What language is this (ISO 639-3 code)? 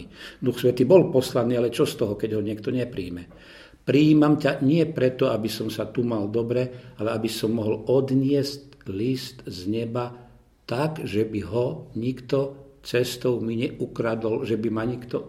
slk